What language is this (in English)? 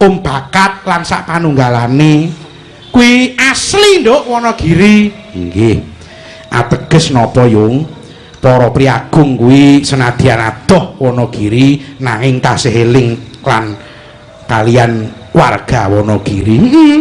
Javanese